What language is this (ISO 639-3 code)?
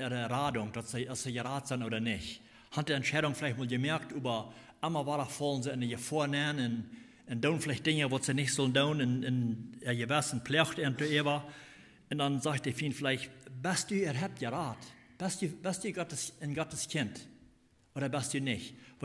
pdt